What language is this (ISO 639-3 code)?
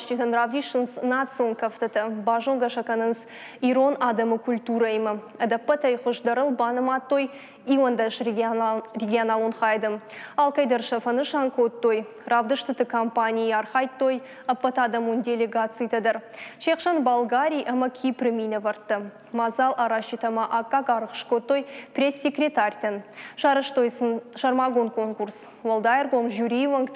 oss